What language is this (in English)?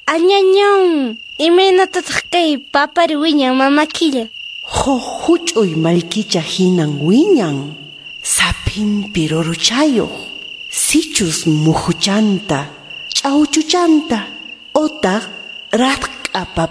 Quechua